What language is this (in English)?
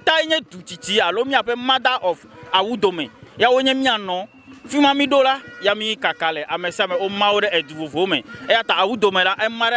Ewe